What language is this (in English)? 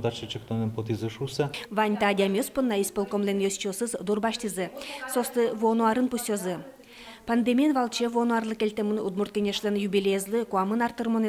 Udmurt